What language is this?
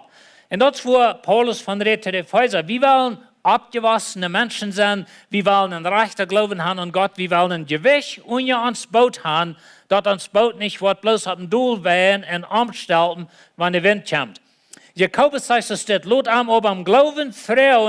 Plautdietsch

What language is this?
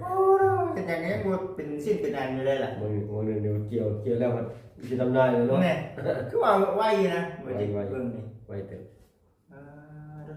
Lao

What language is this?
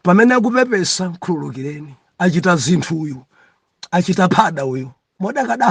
Nyanja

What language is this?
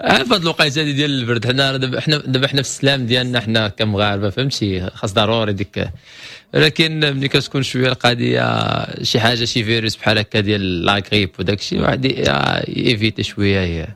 Moroccan Arabic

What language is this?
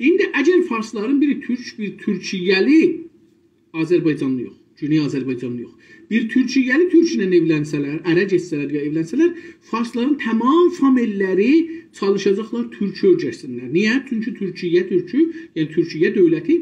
South Azerbaijani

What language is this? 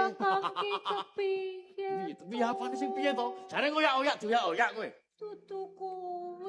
Javanese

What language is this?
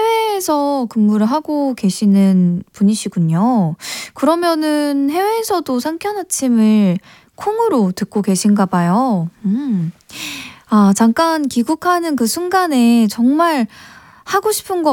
Korean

